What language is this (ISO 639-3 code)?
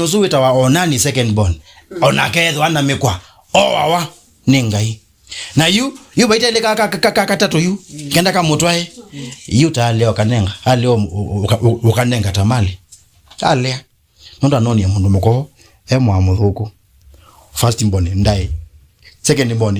kam